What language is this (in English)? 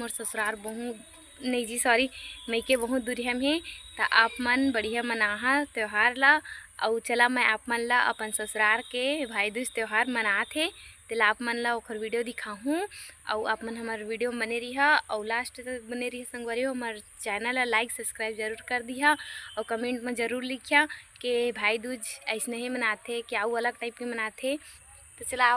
Chhattisgarhi